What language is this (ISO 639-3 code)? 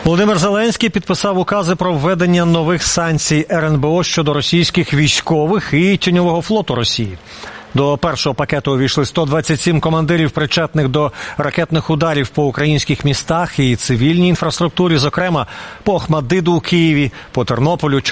ukr